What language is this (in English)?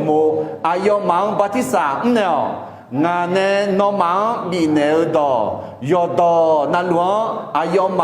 Akha